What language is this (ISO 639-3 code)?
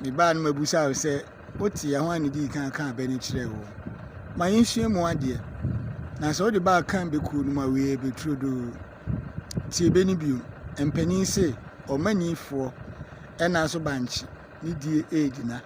aka